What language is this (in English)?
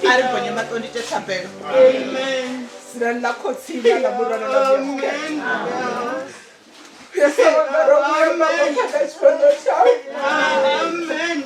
Venda